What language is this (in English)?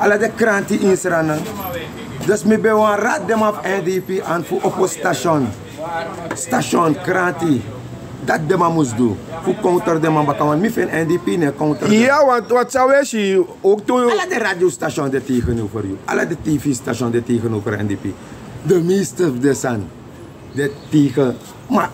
Sranan Tongo